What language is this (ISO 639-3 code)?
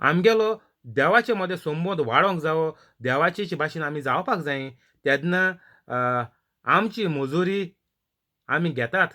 kok